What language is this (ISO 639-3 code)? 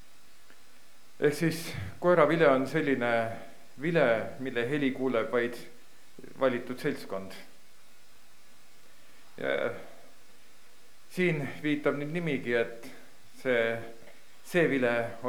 est